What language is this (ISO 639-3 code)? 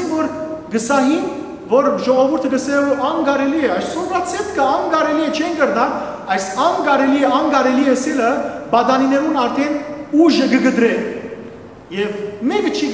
hyw